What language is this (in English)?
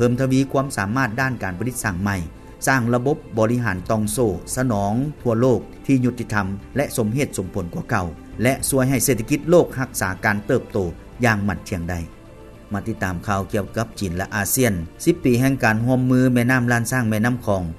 Lao